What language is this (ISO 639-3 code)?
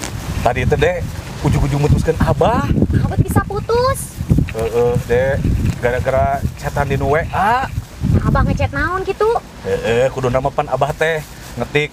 sun